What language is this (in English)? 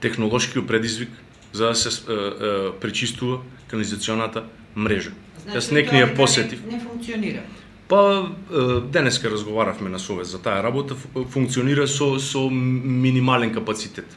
Macedonian